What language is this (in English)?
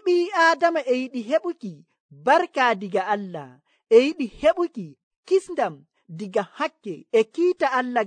Nigerian Fulfulde